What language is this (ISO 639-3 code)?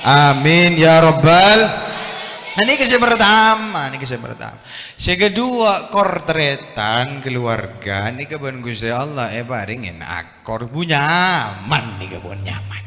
mad